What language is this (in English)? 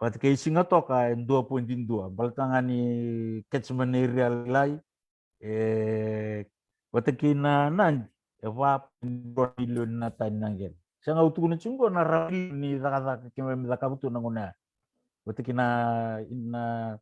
Fijian